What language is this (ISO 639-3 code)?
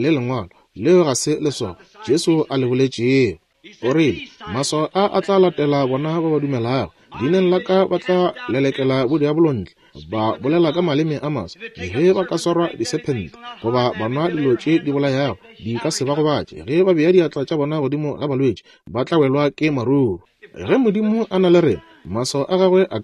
nso